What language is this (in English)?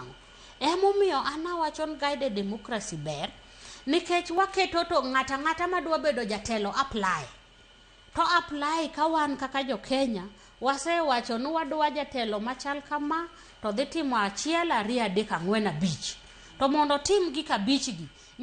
Luo (Kenya and Tanzania)